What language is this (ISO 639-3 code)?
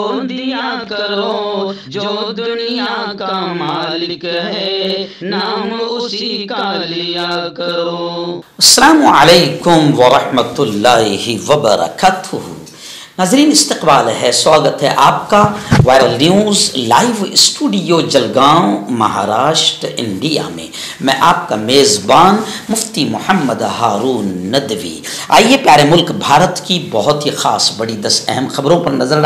urd